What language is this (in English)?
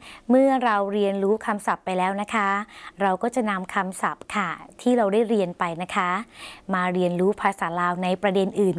Thai